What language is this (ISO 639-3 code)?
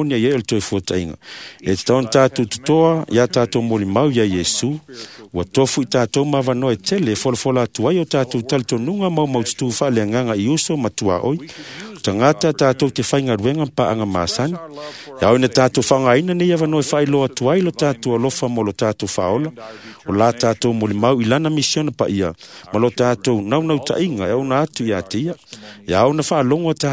smo